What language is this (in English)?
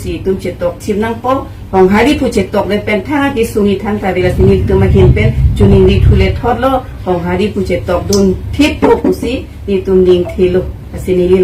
Karbi